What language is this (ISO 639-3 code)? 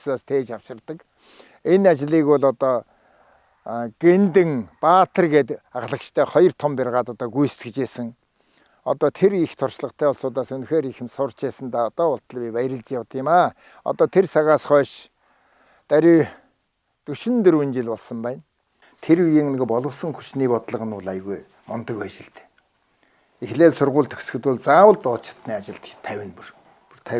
mon